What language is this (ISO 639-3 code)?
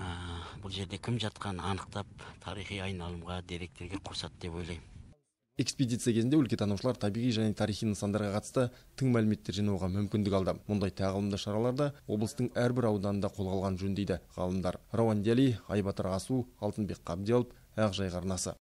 kaz